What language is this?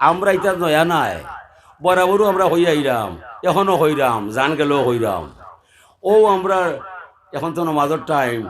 Sylheti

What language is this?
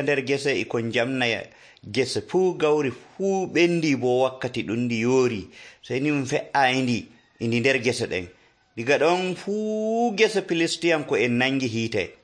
Nigerian Fulfulde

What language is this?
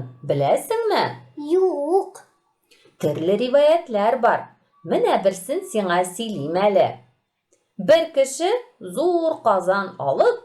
Tatar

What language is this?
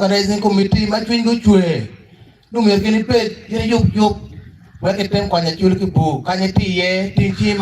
Acoli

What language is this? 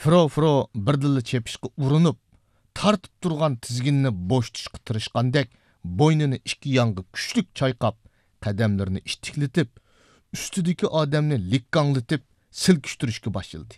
Uyghur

